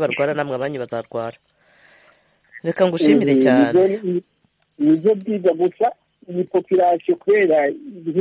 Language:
Kinyarwanda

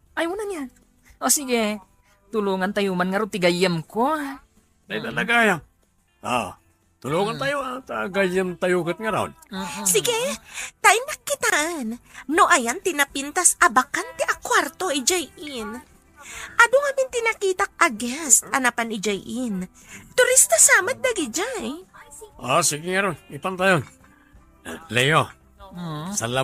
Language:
Iloko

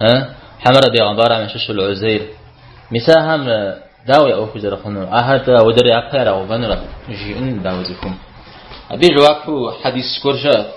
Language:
Kabardian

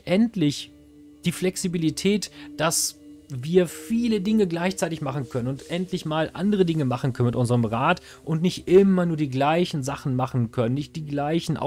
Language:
German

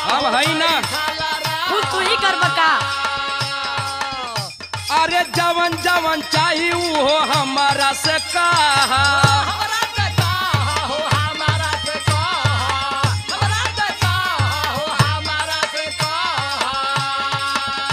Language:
Bhojpuri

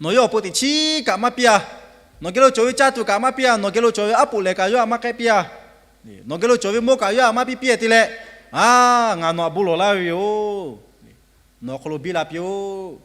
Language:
Lahu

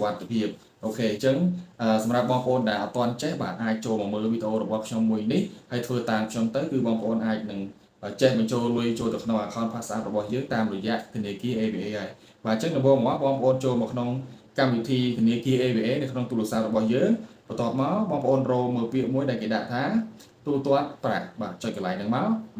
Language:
Khmer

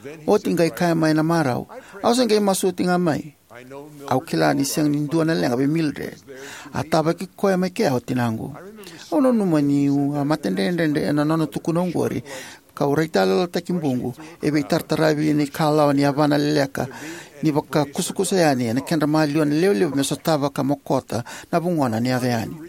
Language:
Fijian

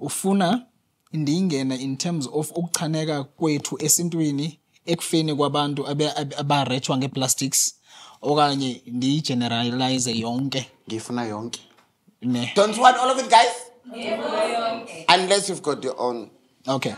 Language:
Shona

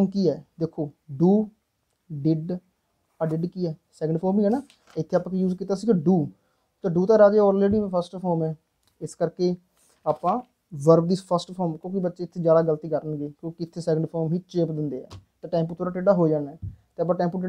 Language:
Punjabi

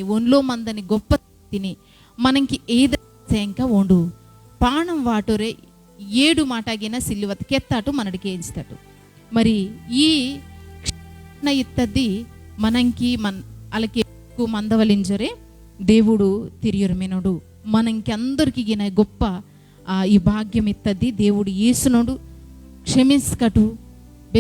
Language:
Koya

